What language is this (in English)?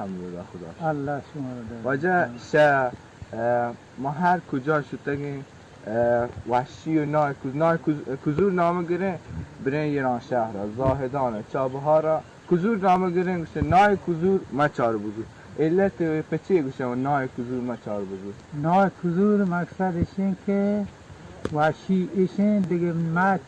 Baluchi